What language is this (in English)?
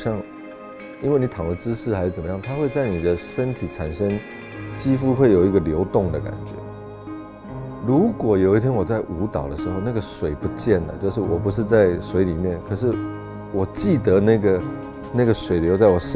Chinese